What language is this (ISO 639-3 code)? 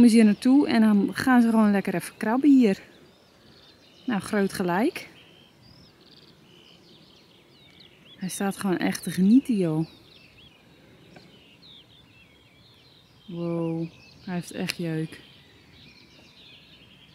nld